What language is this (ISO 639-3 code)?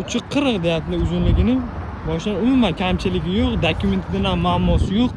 uzb